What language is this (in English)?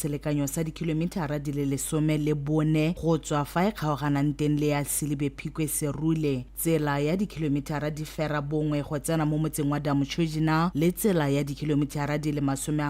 Tswana